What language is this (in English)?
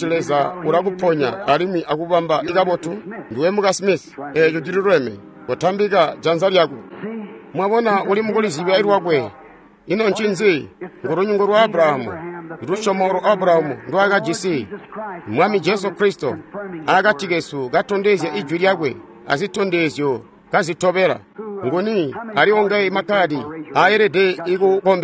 Tonga (Zambia)